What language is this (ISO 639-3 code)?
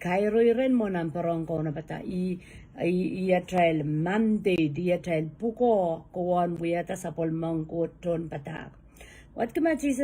pon